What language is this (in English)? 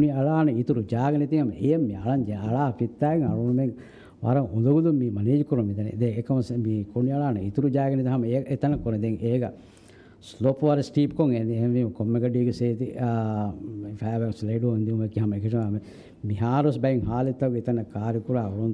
Divehi